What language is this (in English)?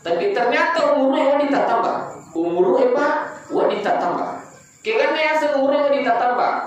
Buginese